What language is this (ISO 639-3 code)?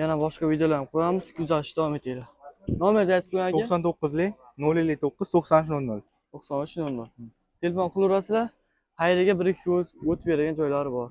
uzb